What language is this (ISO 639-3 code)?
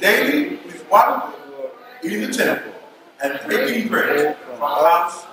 smo